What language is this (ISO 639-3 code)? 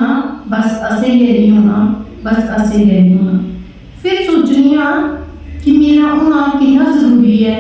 doi